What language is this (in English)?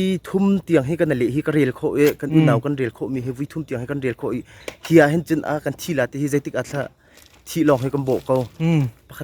Hakha Chin